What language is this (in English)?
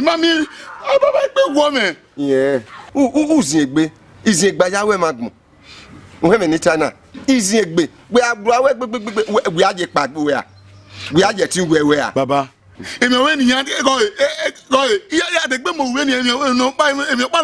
Bini